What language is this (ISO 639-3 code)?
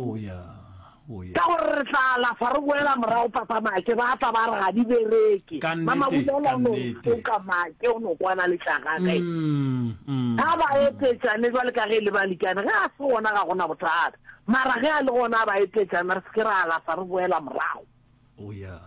nso